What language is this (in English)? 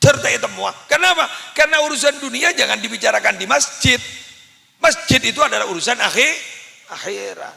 Madurese